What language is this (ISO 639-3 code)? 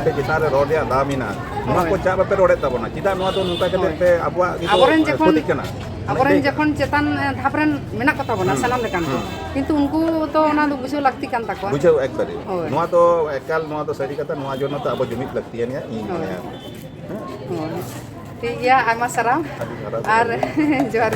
sat